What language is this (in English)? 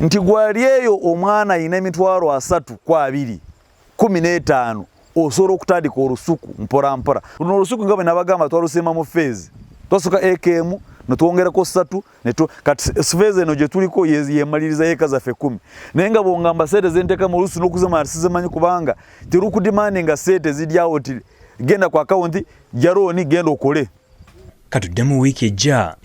Ganda